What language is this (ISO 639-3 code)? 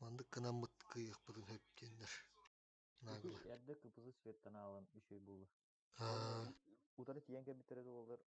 sah